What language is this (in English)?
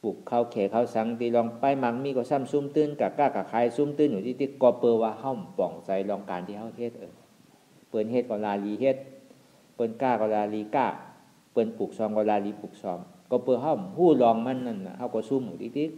Shan